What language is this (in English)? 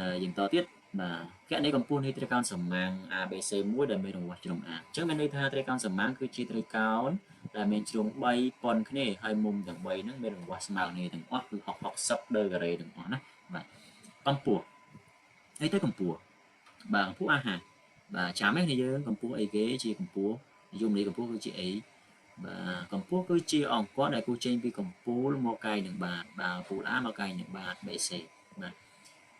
Khmer